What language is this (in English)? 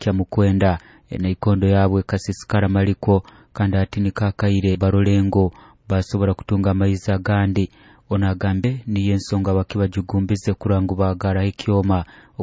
Nyoro